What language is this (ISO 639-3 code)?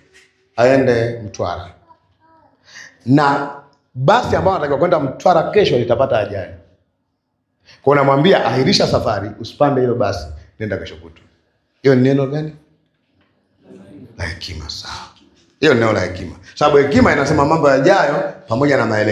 swa